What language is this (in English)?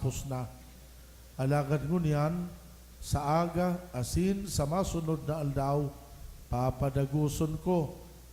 Bikol